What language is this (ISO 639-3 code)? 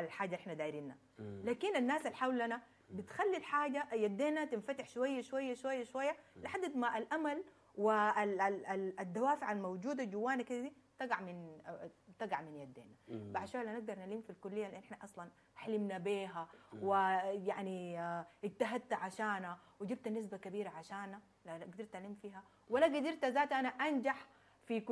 apd